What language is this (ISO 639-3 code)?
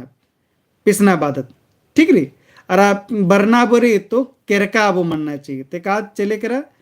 kru